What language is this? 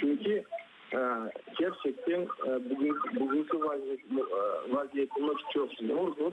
Crimean Tatar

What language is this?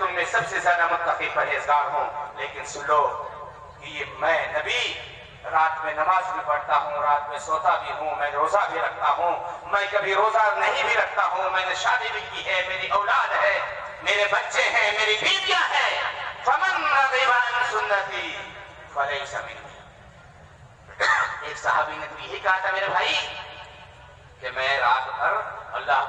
Urdu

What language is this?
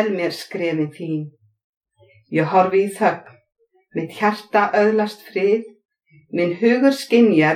Icelandic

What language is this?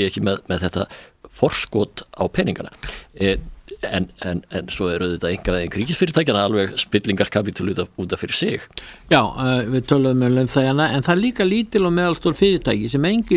Icelandic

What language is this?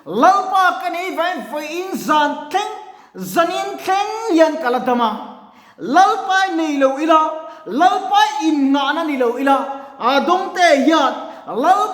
Mizo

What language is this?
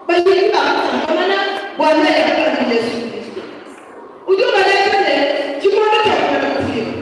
Luba-Lulua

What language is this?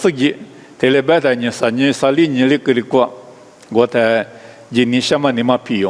Lisu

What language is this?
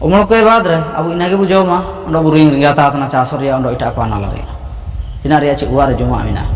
Ho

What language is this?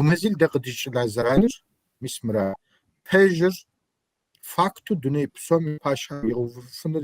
Kabardian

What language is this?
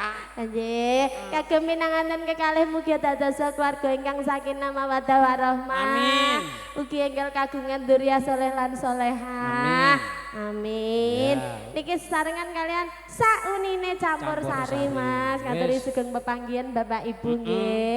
Javanese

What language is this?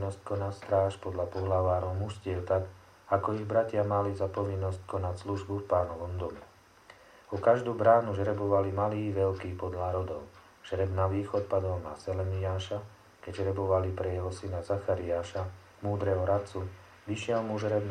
Slovak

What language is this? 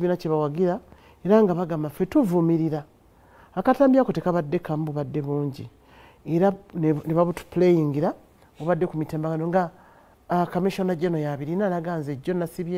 Ganda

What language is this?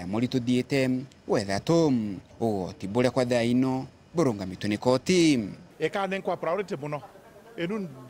Meru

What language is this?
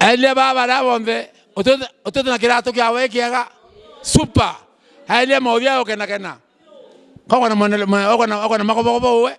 Meru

